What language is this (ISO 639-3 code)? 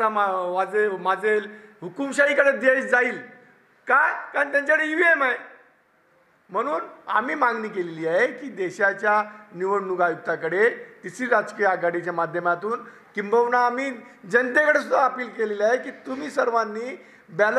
mar